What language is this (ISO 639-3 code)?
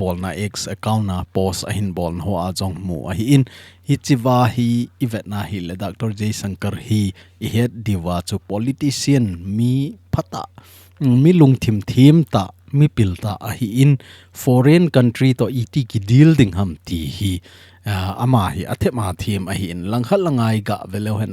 tcz